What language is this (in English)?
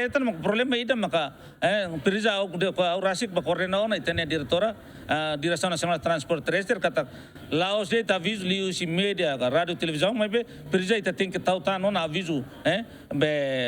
Tetum